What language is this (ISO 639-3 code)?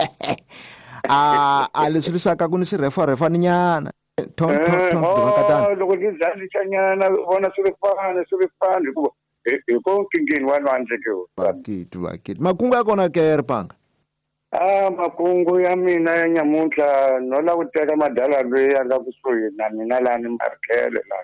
tso